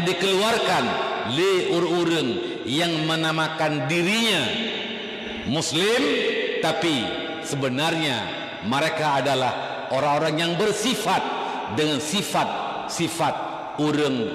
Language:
Achinese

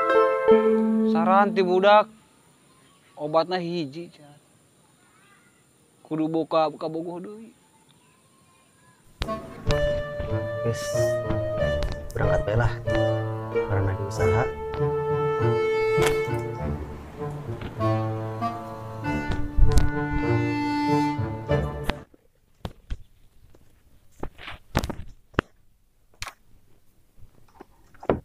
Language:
Sundanese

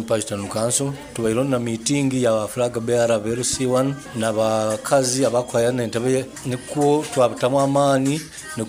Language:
Nyoro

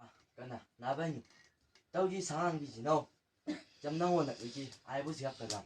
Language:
Chang Naga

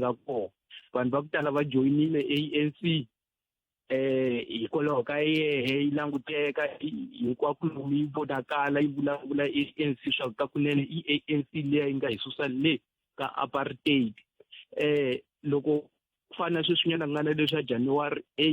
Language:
Tsonga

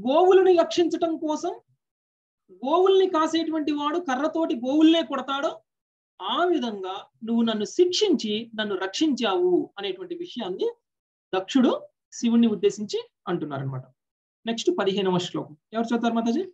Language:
Telugu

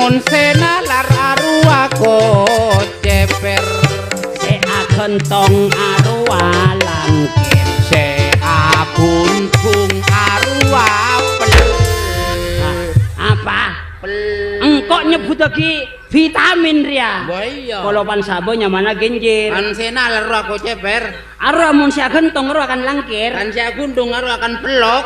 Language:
Madurese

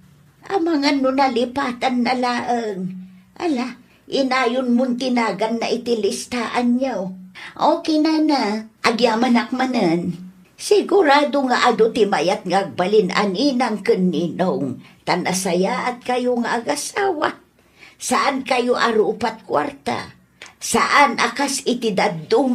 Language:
Iloko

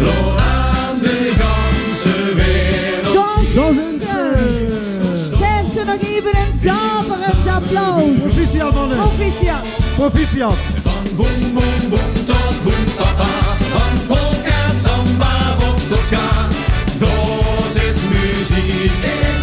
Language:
Limburgish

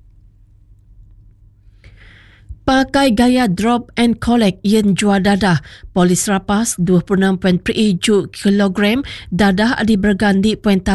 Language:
Malay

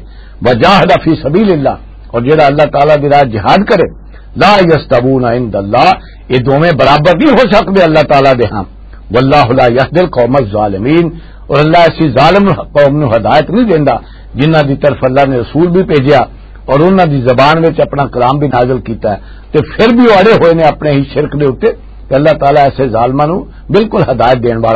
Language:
Western Panjabi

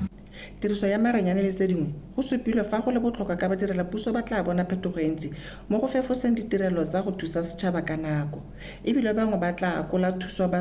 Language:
Tswana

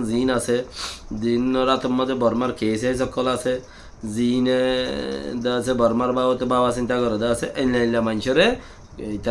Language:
Rohingya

